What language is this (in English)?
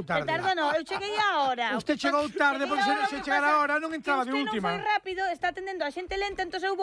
Galician